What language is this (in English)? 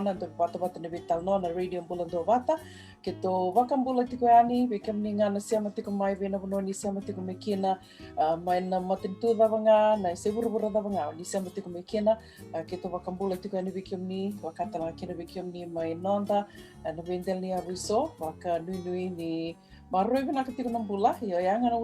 Fijian